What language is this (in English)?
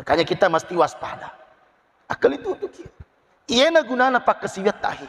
Buginese